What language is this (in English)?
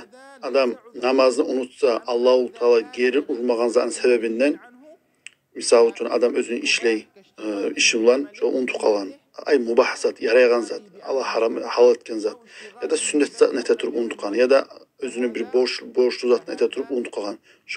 Kumyk